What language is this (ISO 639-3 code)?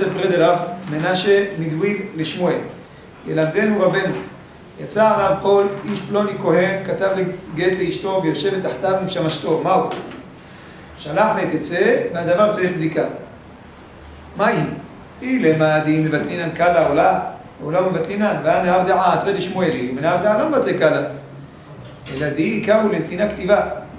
heb